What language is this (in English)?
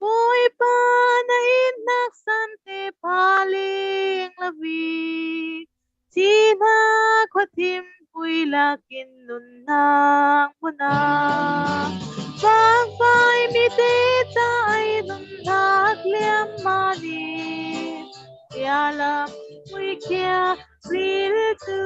Falam Chin